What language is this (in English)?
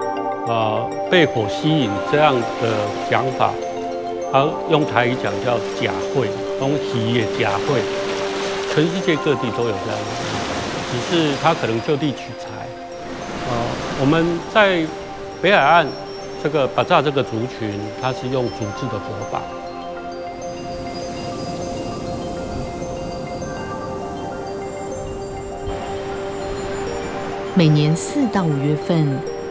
Chinese